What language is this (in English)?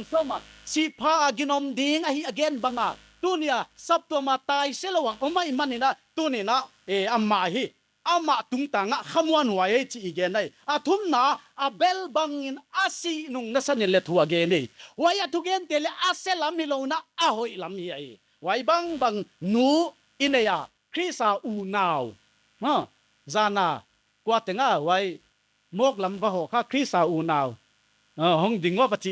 Paite Chin